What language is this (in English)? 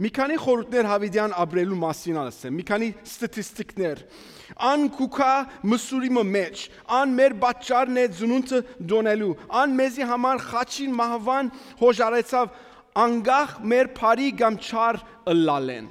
Western Armenian